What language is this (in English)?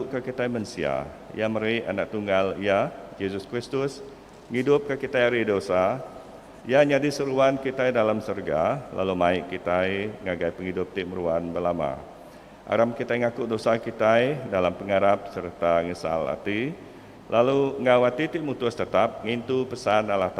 Iban